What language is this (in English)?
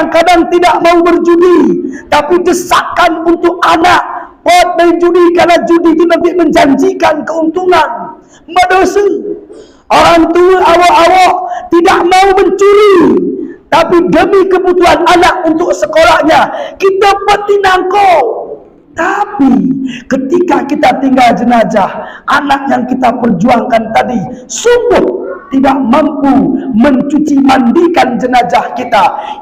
Batak Alas-Kluet